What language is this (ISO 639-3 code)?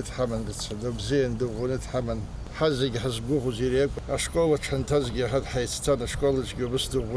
abk